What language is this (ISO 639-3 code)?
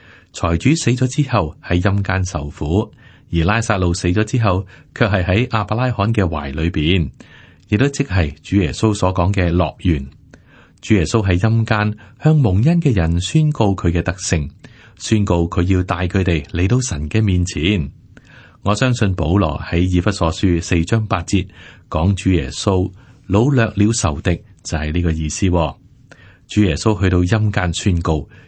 yue